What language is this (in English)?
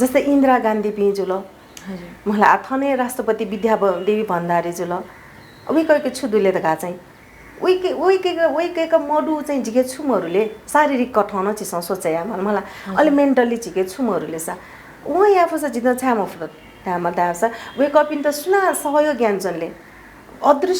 Newari